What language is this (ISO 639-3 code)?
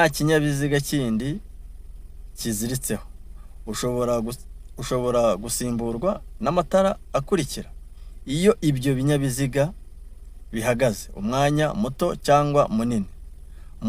kin